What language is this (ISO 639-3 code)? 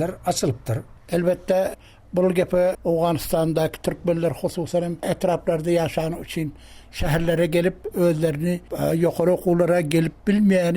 tuk